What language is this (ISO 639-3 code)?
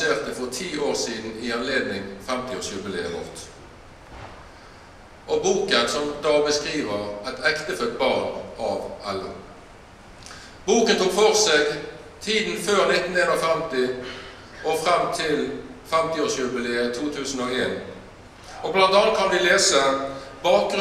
nor